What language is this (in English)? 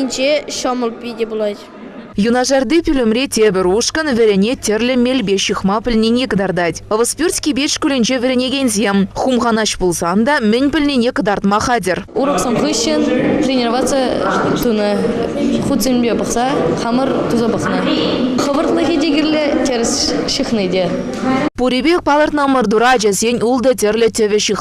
Chuvash